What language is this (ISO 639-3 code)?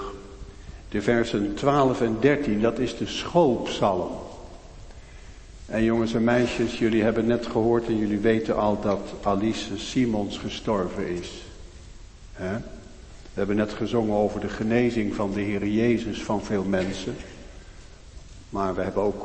nld